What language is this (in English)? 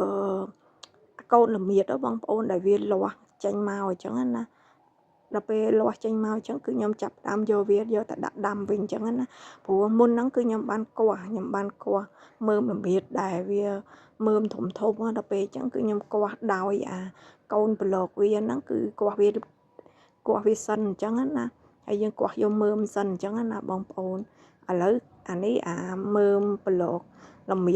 Khmer